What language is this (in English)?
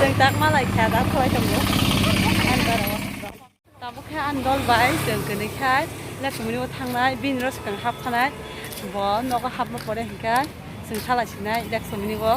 Kok Borok